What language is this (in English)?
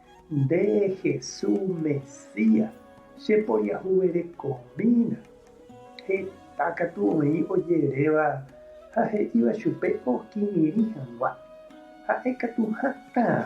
Guarani